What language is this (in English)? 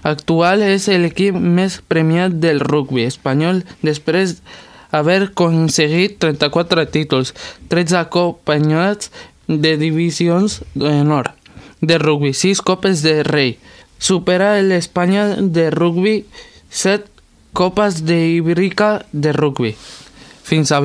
Catalan